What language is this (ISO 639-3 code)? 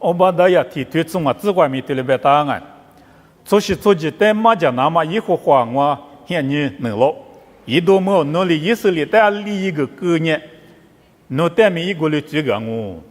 lis